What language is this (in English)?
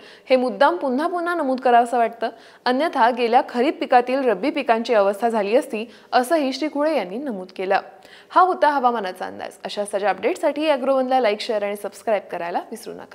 Marathi